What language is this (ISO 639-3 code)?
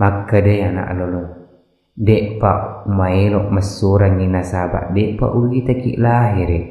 bug